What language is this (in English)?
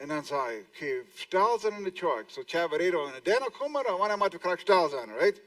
Plautdietsch